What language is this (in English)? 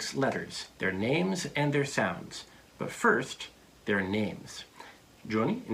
Fula